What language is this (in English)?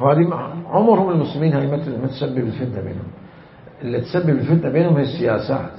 Mesopotamian Arabic